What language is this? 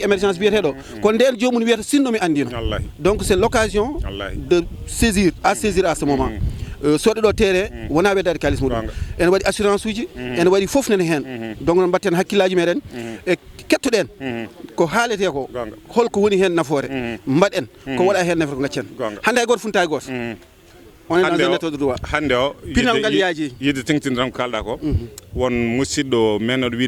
Fula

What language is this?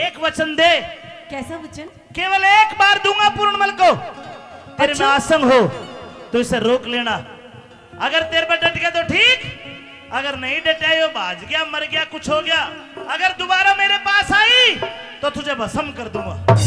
Haryanvi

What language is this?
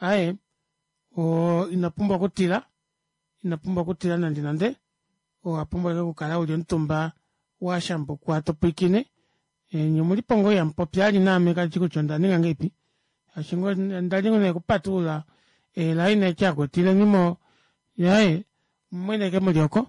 Kuanyama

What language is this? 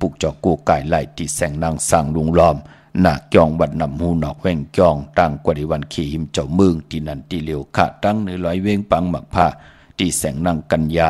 Shan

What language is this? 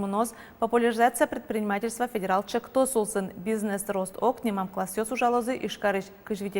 Udmurt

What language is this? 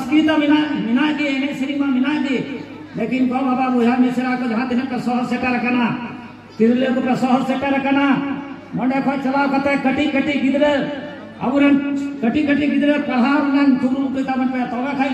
Santali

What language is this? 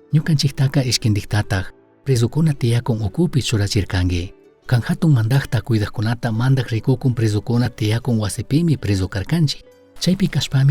Chimborazo Highland Quichua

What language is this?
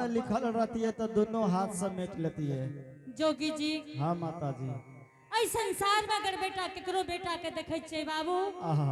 Angika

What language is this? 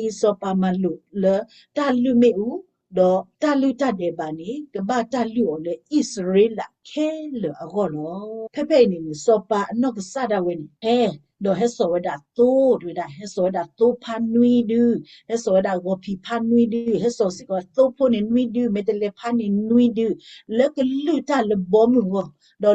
S'gaw Karen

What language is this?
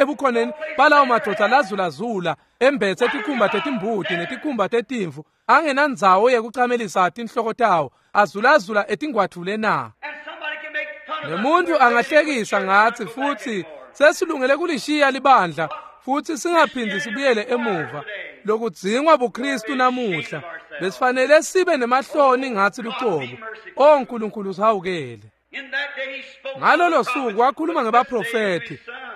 Swati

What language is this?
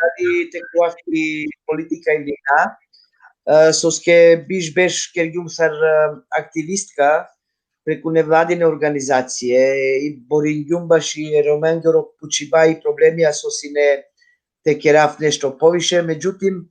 Balkan Romani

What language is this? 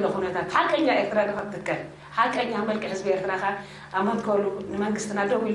Tigrinya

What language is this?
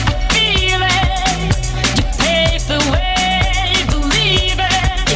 Kara-Kalpak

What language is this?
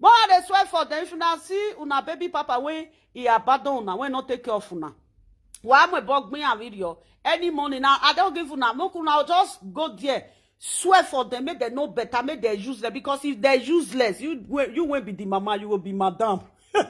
Nigerian Pidgin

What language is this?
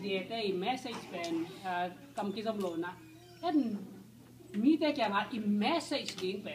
Tedim Chin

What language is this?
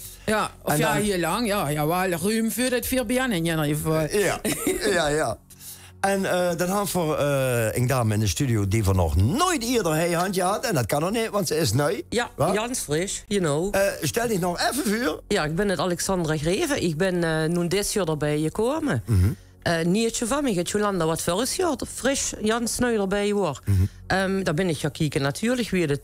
Limburgish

